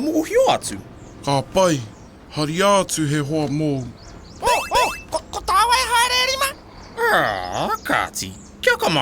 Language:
Māori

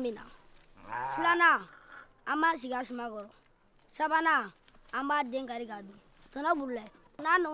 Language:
Bambara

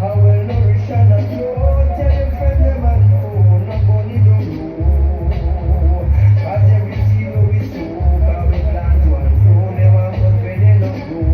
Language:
Jamaican Creole English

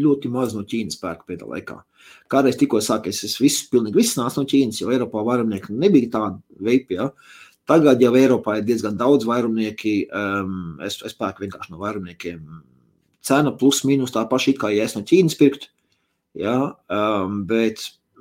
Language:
Latvian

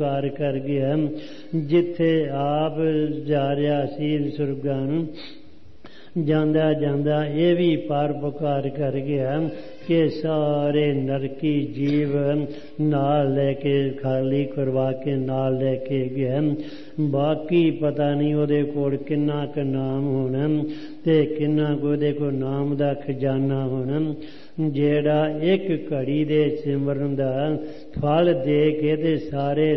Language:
Punjabi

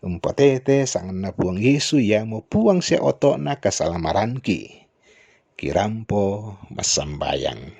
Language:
Toraja-Sa'dan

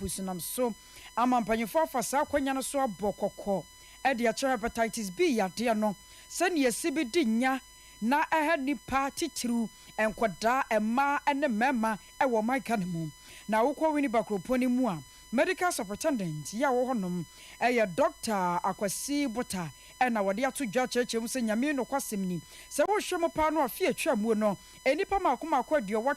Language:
Akan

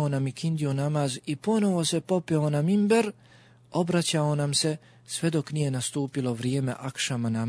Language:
Bosnian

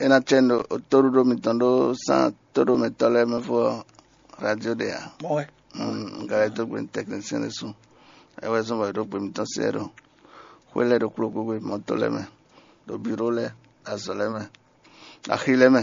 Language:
Fon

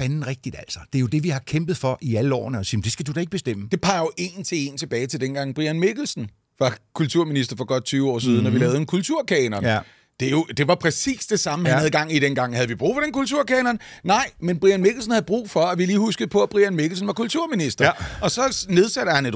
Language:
Danish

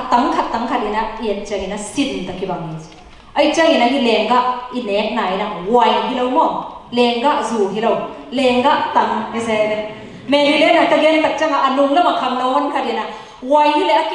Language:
Tedim Chin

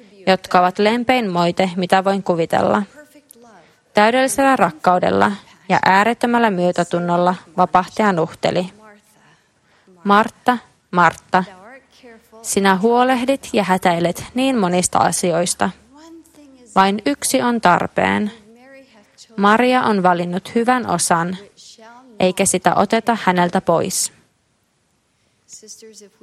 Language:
Finnish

